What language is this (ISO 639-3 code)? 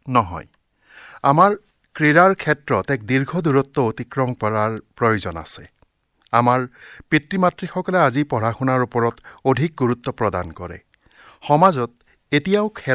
asm